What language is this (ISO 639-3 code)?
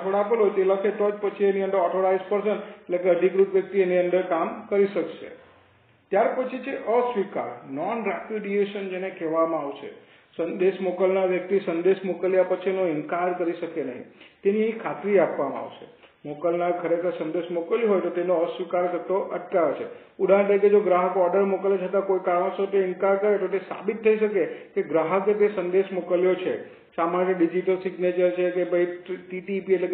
guj